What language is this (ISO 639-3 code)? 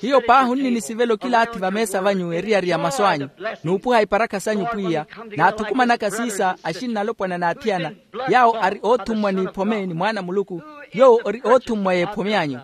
vmw